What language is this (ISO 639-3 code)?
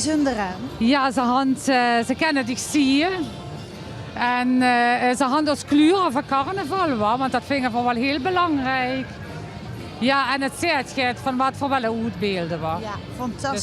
lim